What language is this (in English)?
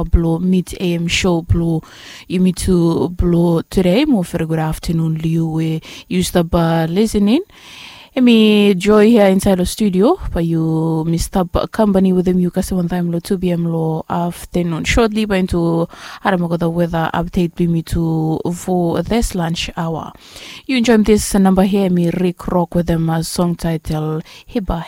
Bislama